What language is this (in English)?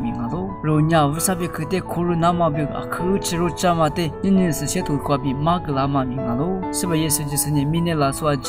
Lisu